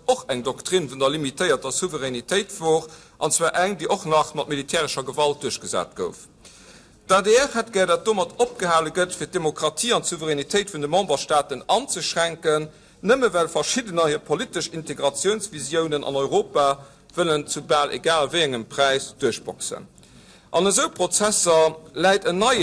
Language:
Luxembourgish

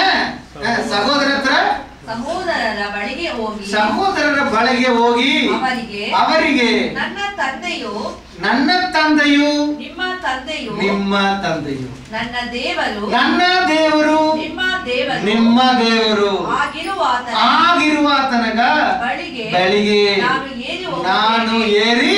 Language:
Kannada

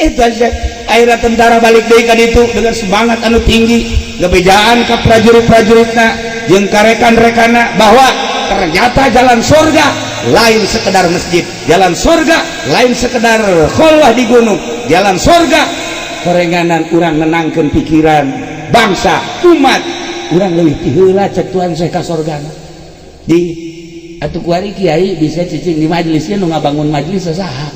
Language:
Sundanese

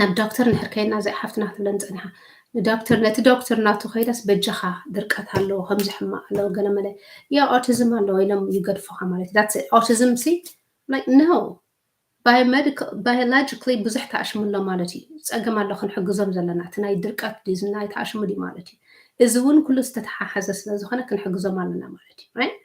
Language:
Tigrinya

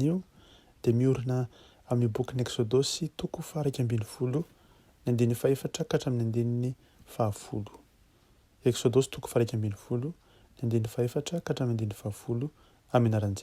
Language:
Malagasy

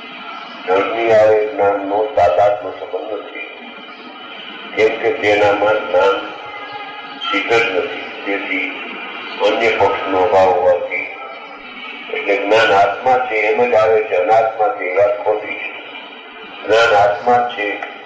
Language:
Gujarati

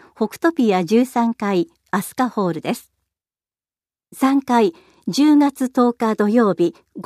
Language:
Japanese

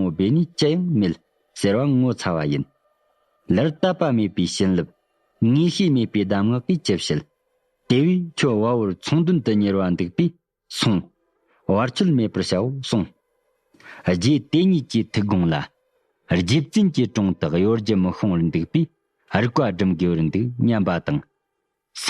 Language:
Tibetan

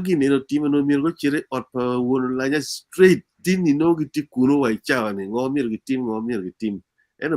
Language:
Acoli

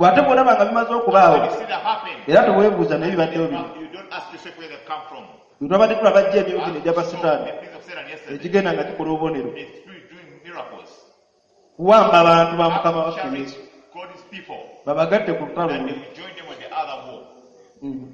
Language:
Ganda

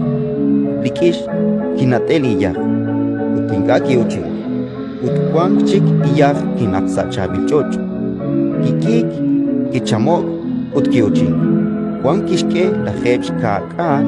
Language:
Kekchí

